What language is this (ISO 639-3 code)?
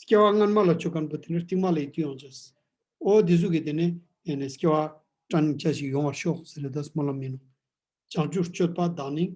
lbj